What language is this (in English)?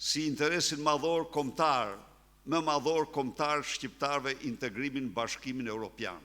Albanian